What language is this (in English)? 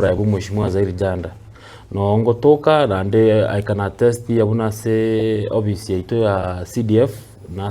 Gusii